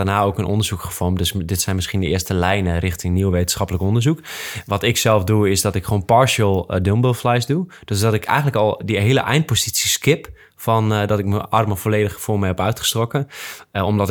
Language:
Dutch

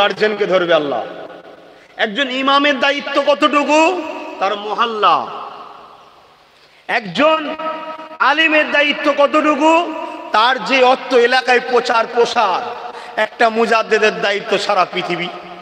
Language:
Bangla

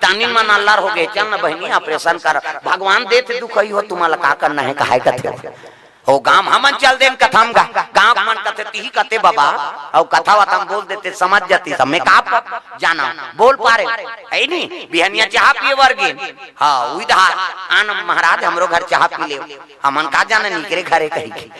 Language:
Chhattisgarhi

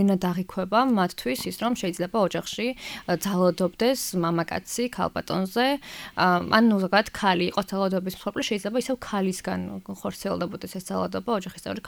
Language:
Georgian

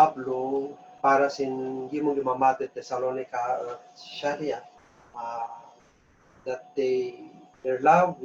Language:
Kankanaey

